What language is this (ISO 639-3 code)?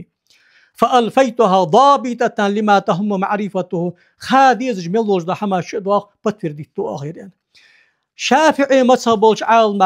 inh